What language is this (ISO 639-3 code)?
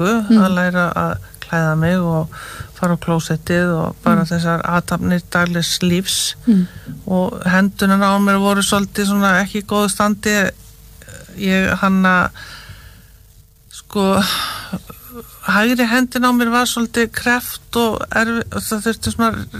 isl